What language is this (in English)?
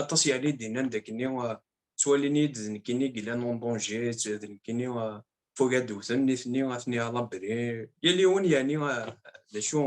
Kabyle